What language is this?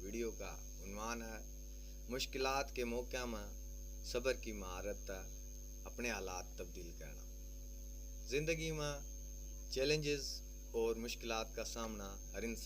Haryanvi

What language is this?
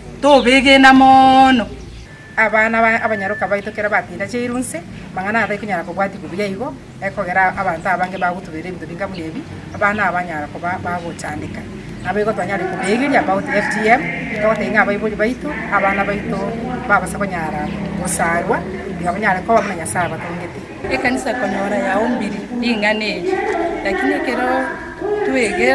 Gusii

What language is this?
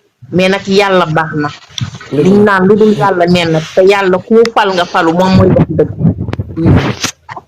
Wolof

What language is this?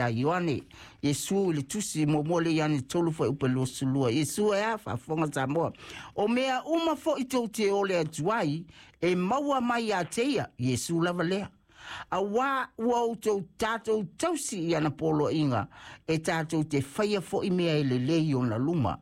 Samoan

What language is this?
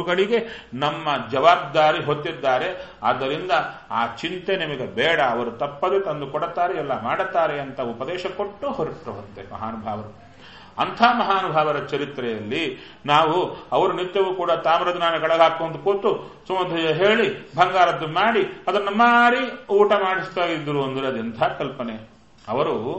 Kannada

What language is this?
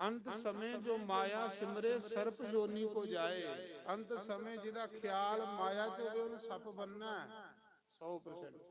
Dogri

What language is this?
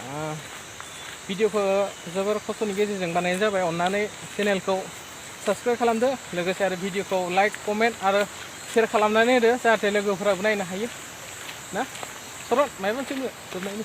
Bodo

